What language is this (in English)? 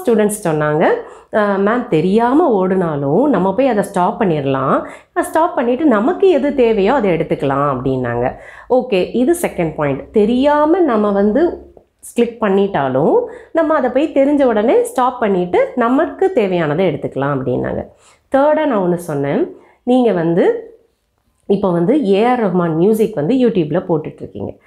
Tamil